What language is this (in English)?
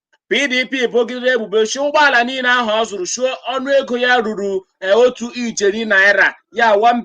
Igbo